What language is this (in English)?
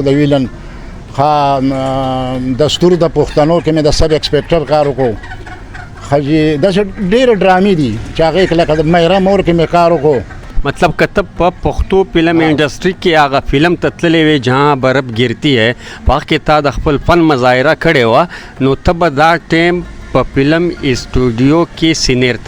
Pashto